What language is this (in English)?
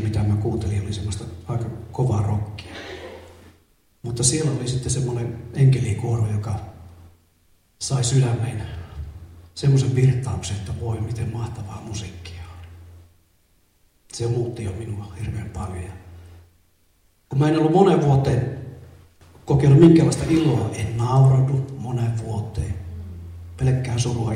Finnish